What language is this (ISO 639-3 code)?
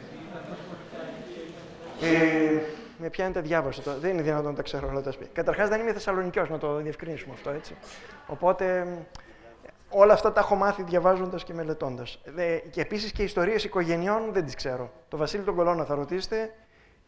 ell